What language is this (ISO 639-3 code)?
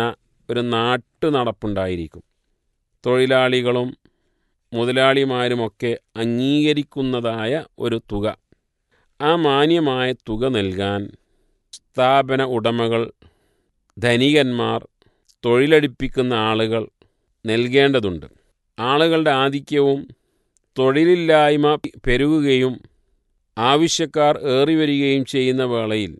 mal